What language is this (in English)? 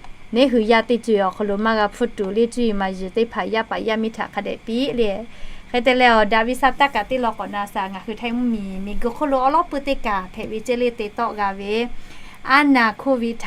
Lahu